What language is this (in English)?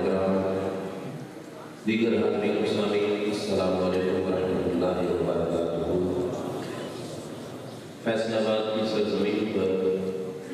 Urdu